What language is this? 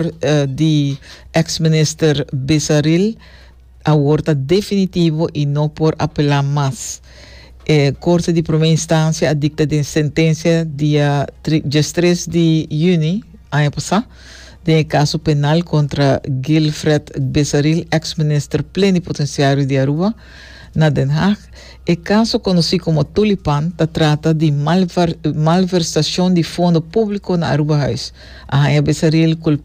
Papiamento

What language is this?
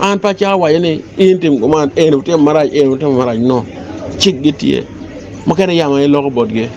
Acoli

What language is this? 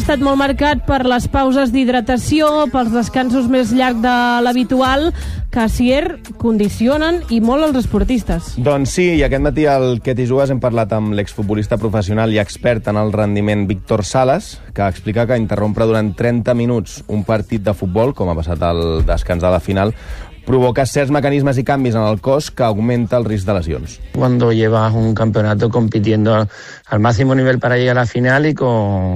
Catalan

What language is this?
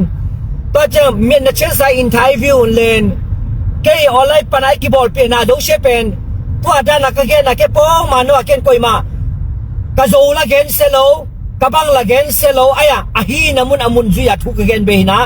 Tedim Chin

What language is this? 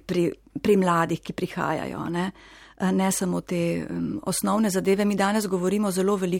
Slovenian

